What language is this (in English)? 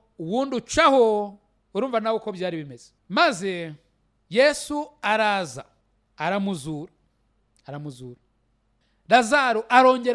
Kinyarwanda